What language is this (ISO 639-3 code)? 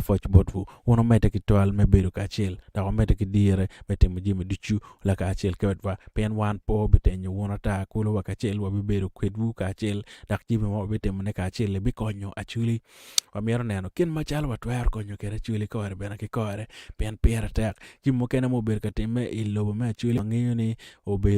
ach